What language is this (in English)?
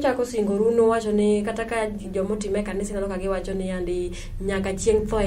Luo (Kenya and Tanzania)